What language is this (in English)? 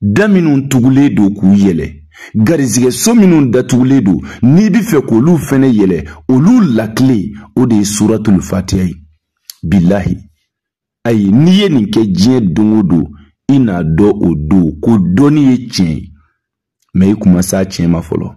Bambara